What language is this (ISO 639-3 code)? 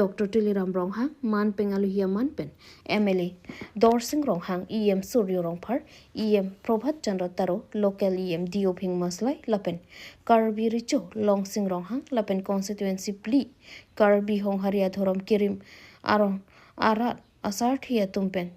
mjw